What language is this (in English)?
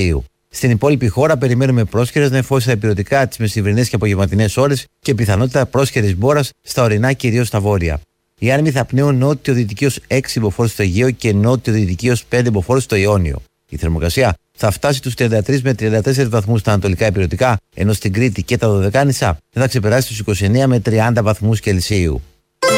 Greek